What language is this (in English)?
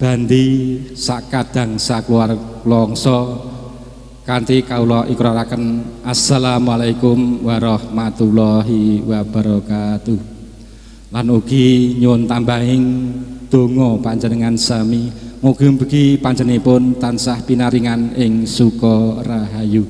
Javanese